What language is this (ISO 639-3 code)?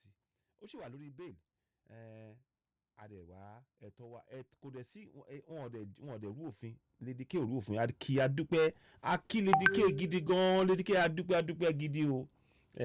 yor